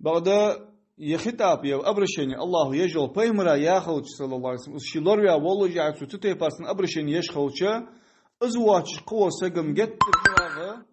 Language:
Ingush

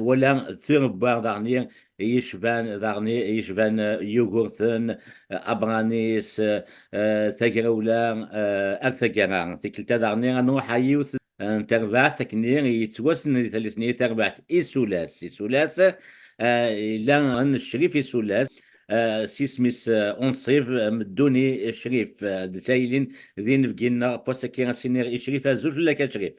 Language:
Kabyle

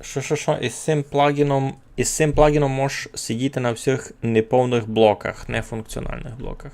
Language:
Rusyn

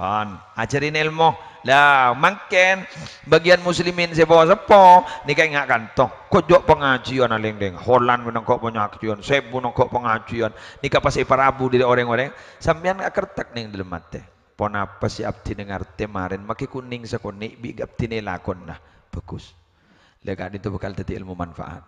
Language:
Madurese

